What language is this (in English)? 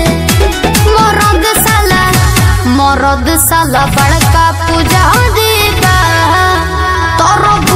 Bhojpuri